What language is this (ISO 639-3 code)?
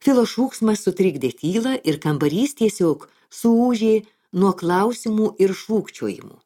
lit